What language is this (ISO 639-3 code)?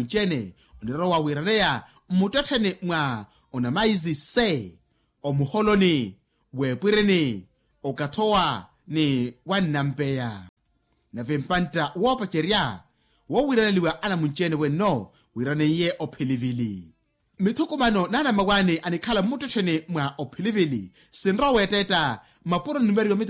vmw